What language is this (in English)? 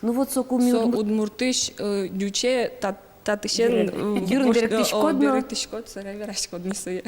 Udmurt